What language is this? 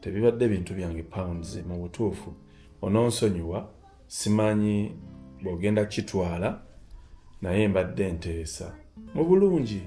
Ganda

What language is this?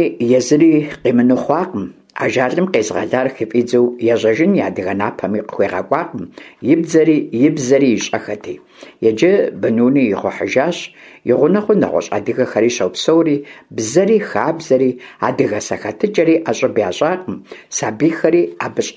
Kabardian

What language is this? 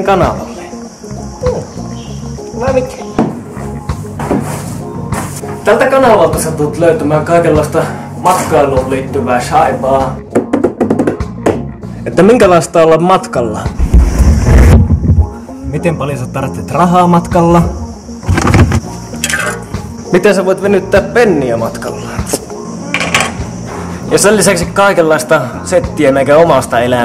Finnish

